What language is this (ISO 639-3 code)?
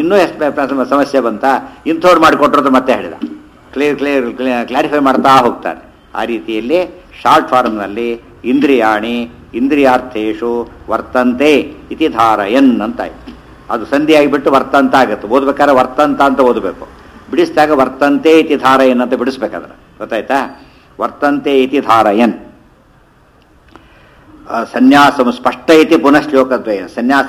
kan